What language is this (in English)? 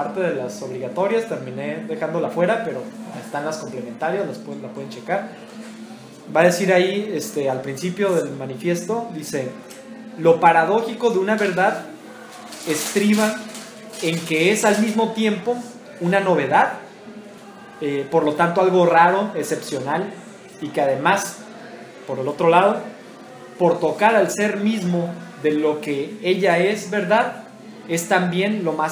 Spanish